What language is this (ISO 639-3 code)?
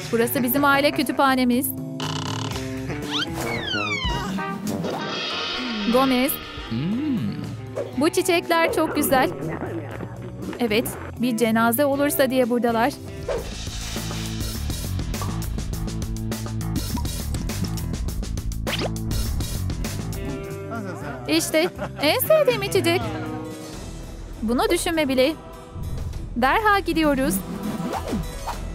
tur